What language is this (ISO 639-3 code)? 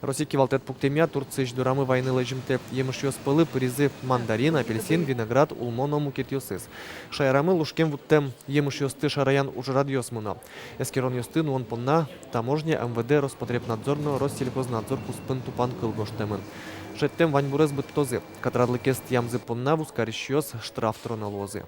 udm